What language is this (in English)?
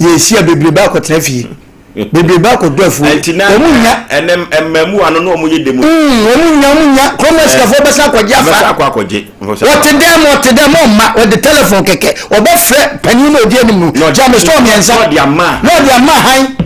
Akan